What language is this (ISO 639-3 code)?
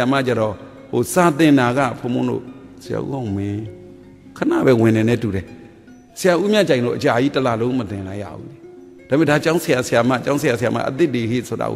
mya